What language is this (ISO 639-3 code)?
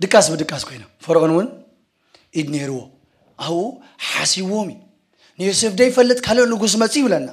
tir